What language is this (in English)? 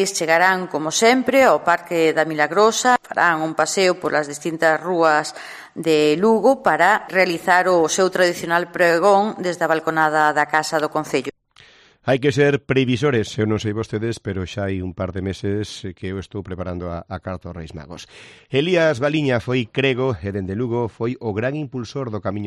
Galician